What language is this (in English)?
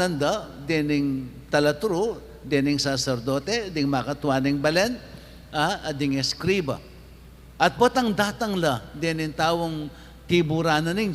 Pampanga